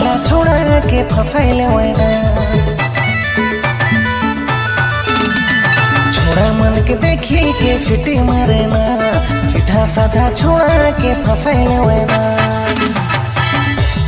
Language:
Sadri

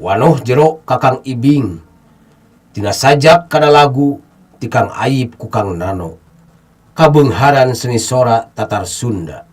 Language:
Sundanese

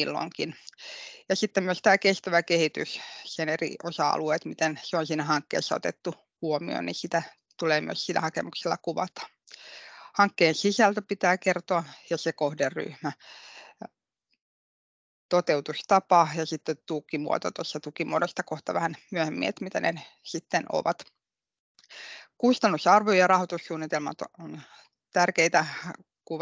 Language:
Finnish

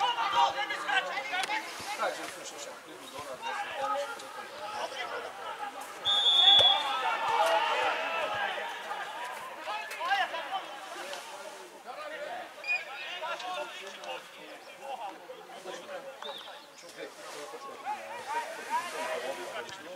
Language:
Slovak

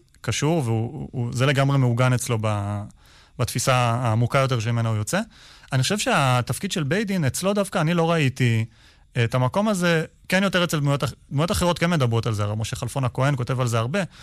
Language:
Hebrew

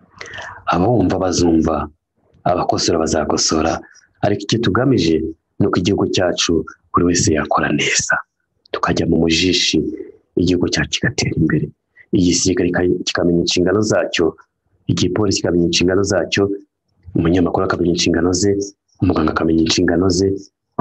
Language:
Kinyarwanda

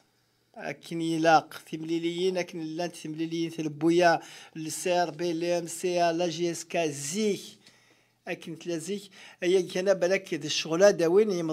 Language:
Kabyle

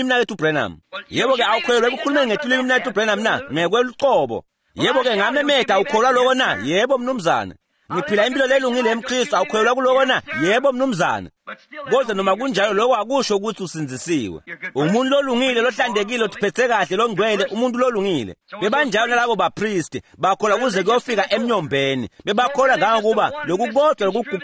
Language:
Swati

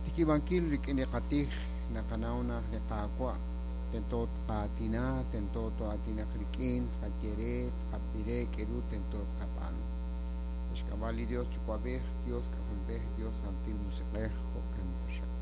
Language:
Kekchí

